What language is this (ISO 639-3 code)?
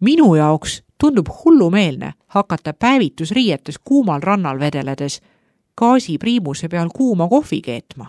est